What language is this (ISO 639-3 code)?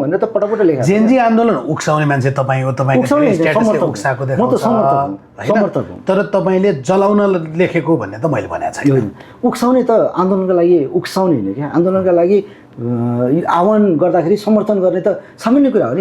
nep